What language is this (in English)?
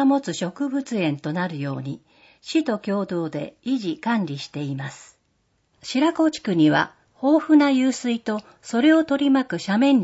Japanese